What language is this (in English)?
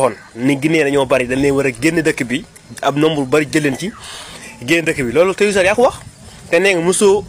Wolof